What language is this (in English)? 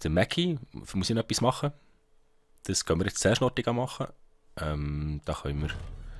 Swiss German